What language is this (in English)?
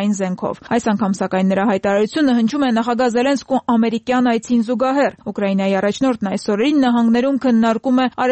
Armenian